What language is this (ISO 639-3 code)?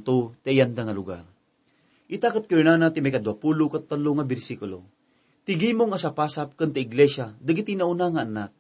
ilo